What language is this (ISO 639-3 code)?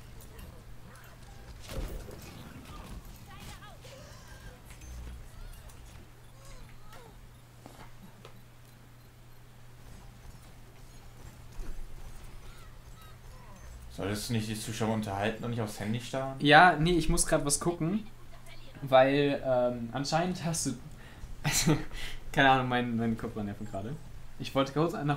deu